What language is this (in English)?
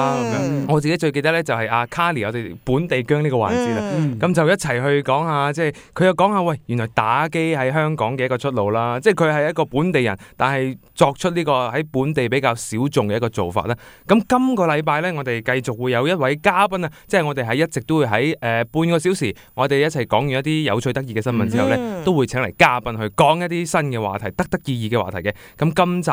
Cantonese